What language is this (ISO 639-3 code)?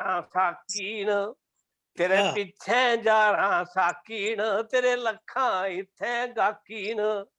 doi